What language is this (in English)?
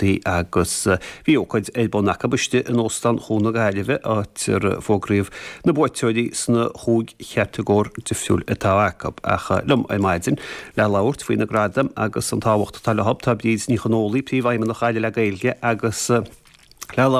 Irish